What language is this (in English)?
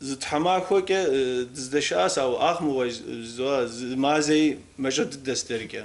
Kabardian